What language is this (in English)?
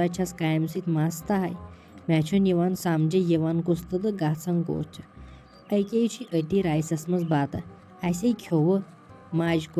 Kashmiri